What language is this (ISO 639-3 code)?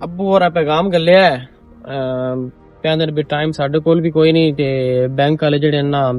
lah